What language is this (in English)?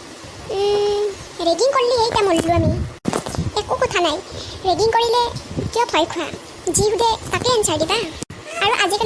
Assamese